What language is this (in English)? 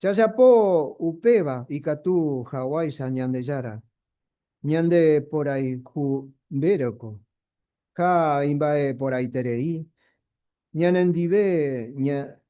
Guarani